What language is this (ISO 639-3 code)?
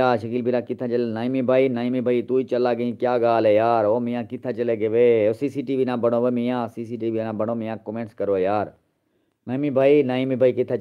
skr